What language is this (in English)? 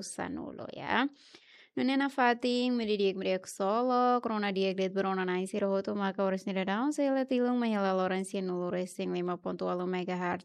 Tetum